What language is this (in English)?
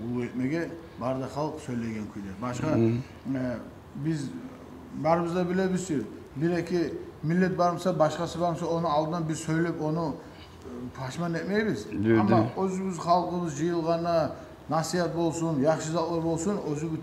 Kumyk